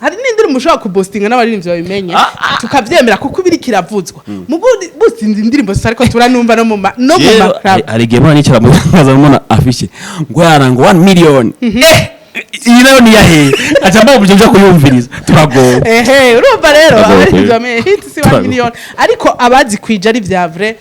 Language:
Rundi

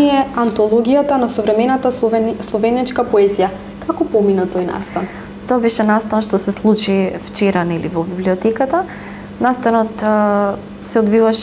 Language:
Macedonian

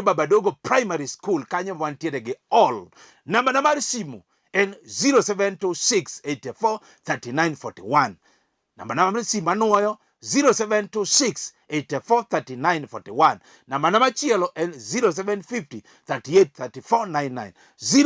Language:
Luo (Kenya and Tanzania)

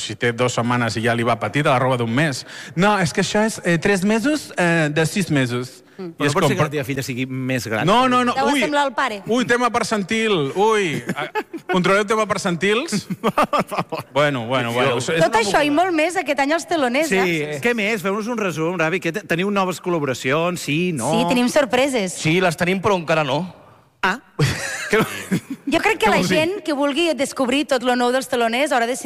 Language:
Catalan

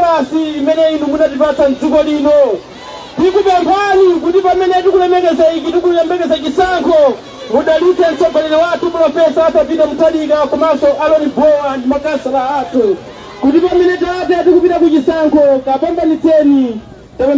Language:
Nyanja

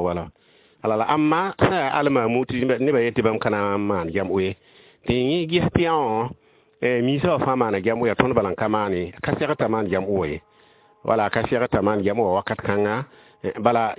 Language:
Mossi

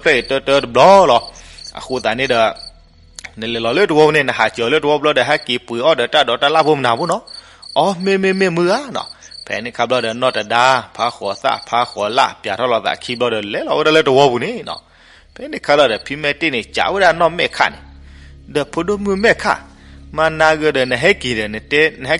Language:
S'gaw Karen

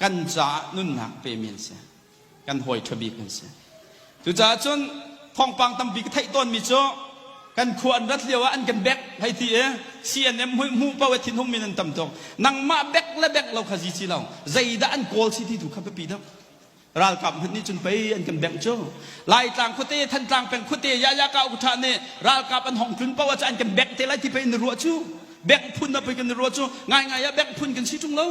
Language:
Hakha Chin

